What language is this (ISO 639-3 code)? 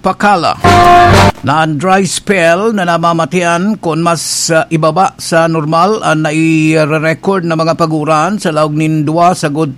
bik